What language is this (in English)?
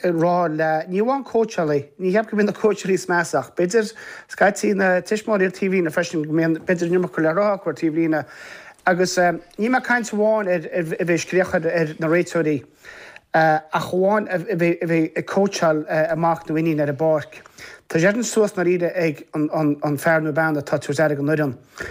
Irish